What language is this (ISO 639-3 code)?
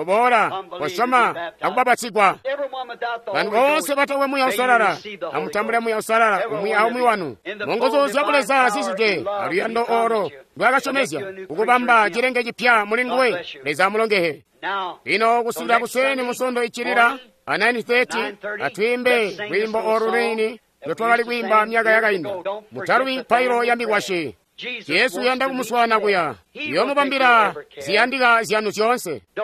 toi